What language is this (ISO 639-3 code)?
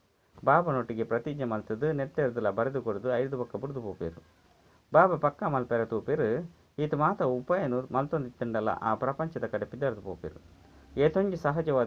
tcy